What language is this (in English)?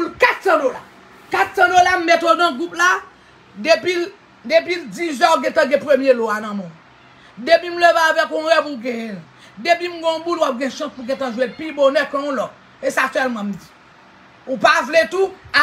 Haitian Creole